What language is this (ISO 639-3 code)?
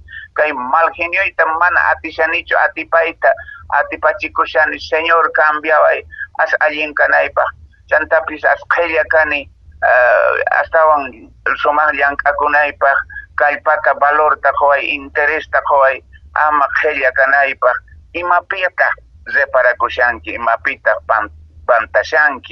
que